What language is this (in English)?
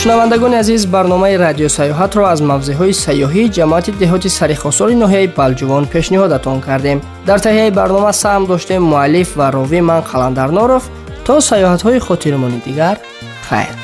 Tajik